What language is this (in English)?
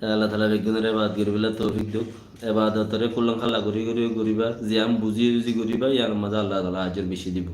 Rohingya